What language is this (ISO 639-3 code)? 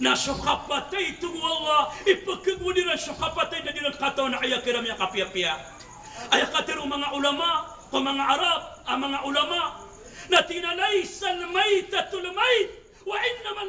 mrw